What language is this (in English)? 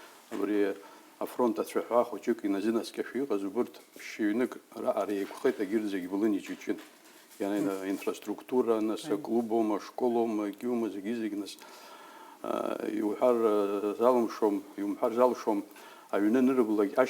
Abkhazian